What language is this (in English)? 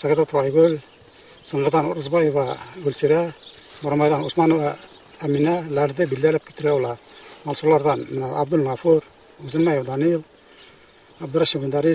Bashkir